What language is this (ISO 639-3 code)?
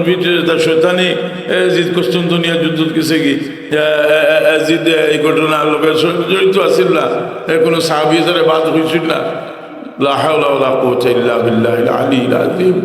syl